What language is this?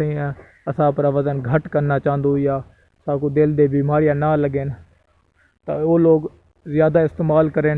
Saraiki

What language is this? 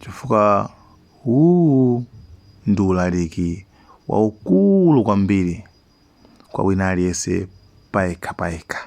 Nyanja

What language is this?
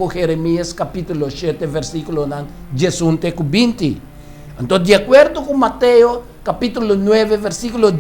Papiamento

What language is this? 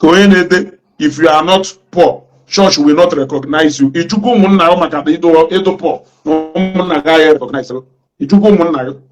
Igbo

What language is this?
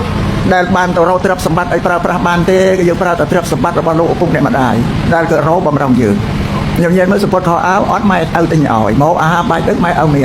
Khmer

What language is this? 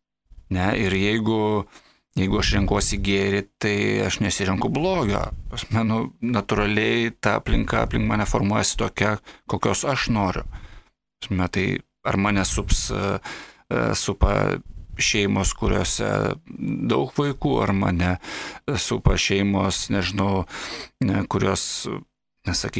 Lithuanian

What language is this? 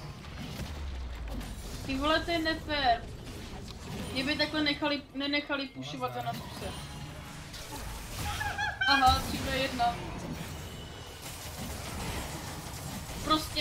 Czech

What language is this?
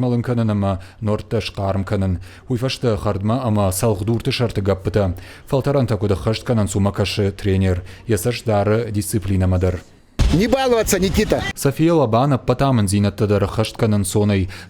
Ossetic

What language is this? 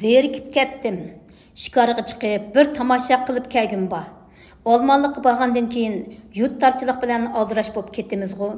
Uyghur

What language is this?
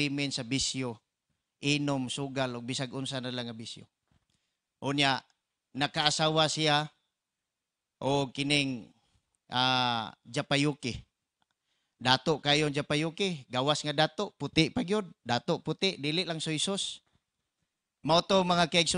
Cebuano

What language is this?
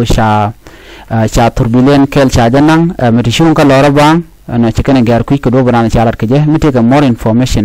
Nuer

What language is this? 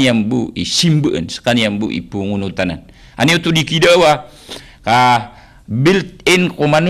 Maranao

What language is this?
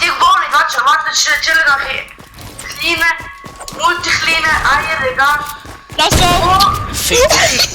Swiss German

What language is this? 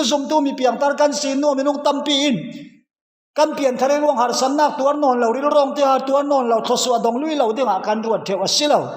Falam Chin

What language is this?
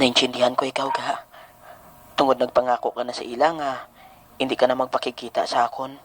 Hiligaynon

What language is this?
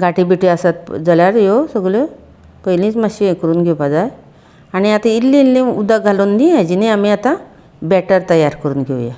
Konkani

